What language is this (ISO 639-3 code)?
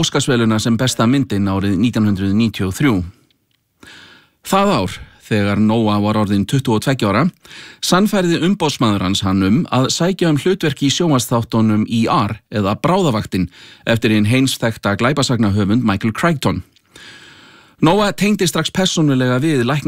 isl